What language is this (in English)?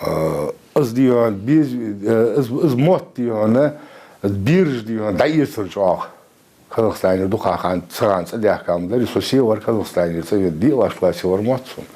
Ingush